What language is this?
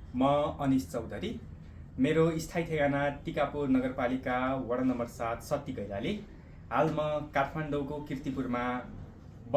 Nepali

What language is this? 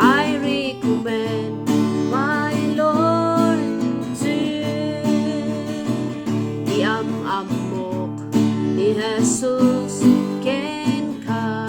Iloko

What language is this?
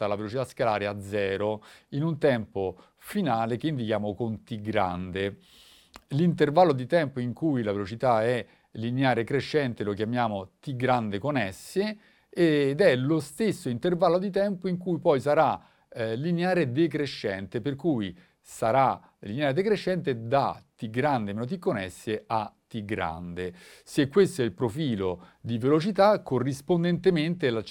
Italian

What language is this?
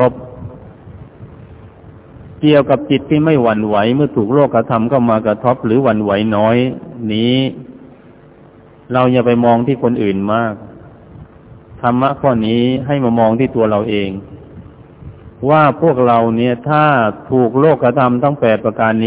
Thai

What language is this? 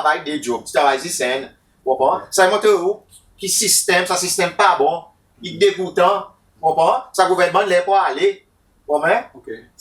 Seselwa Creole French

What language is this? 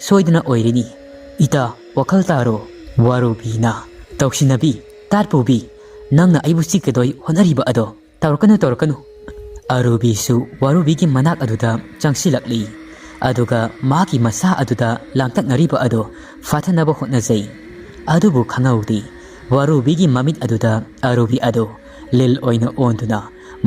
Manipuri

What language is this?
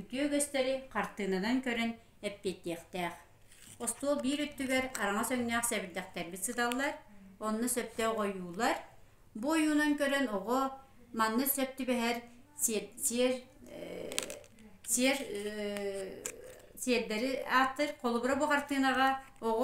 Yakut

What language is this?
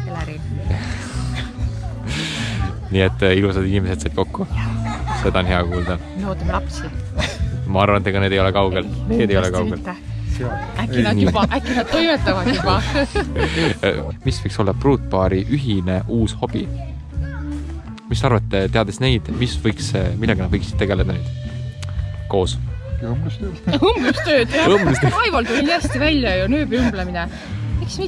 Estonian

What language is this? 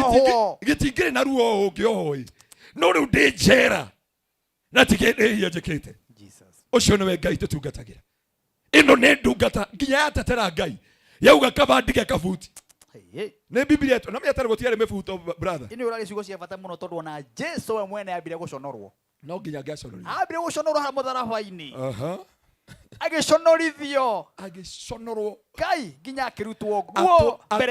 Kikuyu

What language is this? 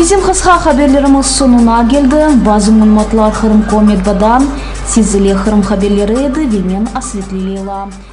Crimean Tatar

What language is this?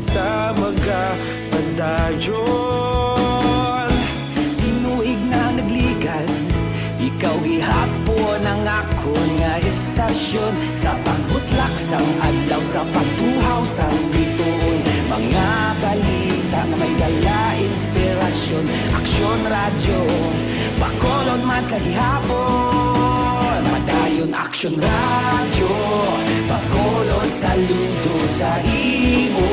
Hiligaynon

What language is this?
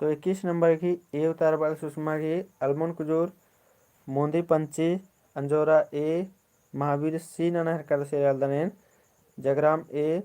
Kurukh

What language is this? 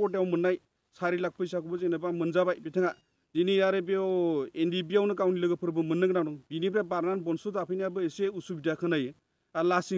Bodo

